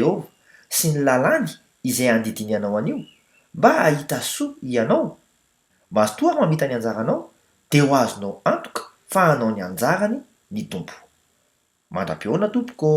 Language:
Malagasy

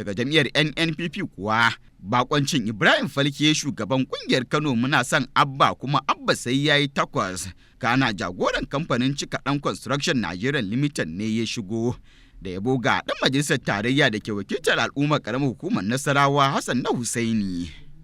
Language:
Hausa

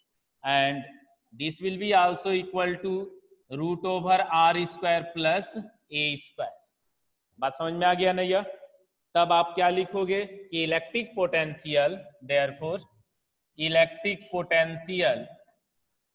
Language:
Hindi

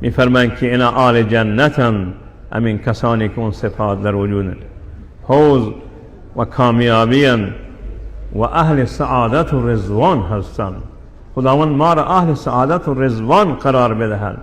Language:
Persian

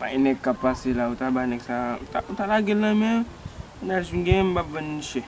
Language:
Haitian Creole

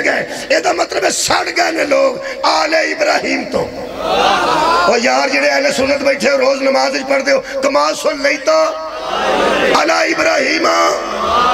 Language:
Western Panjabi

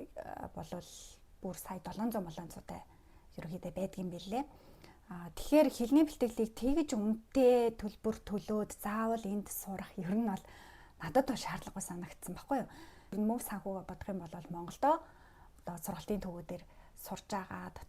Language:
Mongolian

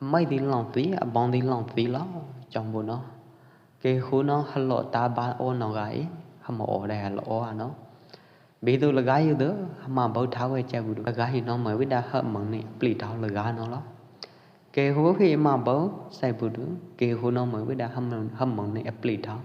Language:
Pwo Eastern Karen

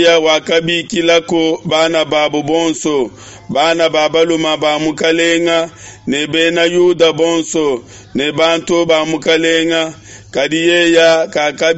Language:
Luba-Lulua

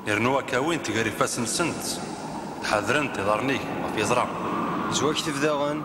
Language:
Kabyle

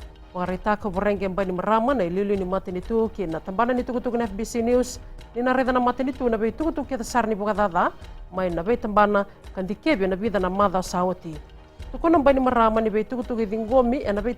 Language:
Fijian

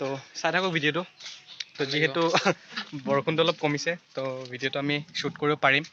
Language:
Assamese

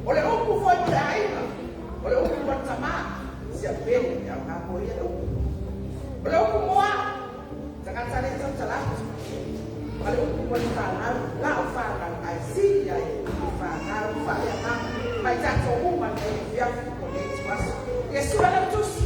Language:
Samoan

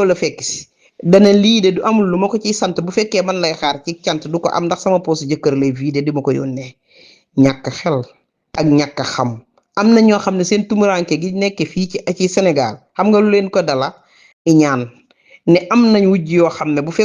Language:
Wolof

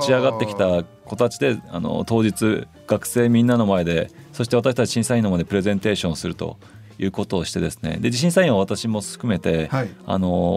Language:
Japanese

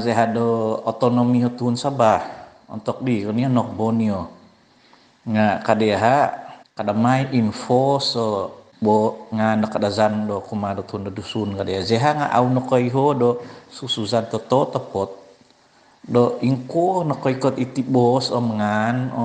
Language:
Central Dusun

